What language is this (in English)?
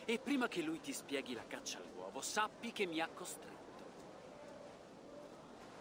Italian